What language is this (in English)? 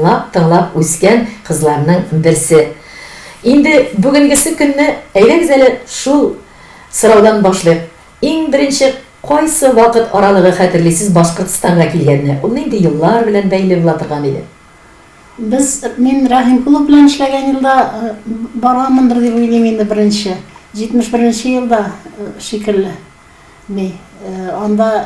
Tatar